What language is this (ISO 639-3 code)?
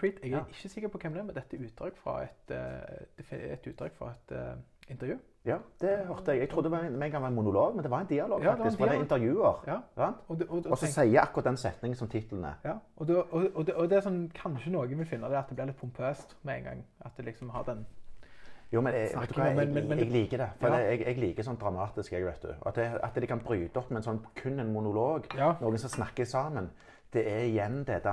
nor